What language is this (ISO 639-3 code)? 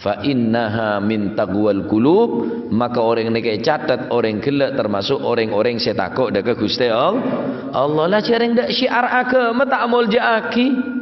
mad